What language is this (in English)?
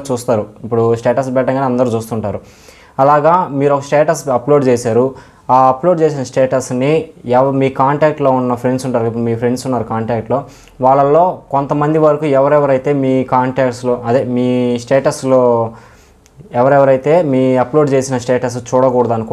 Telugu